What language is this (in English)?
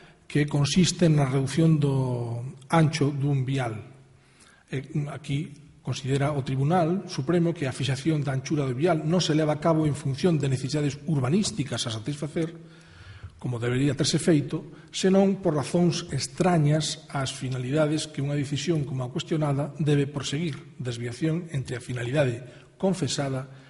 Galician